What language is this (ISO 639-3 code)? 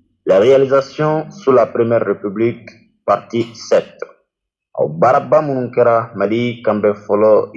bam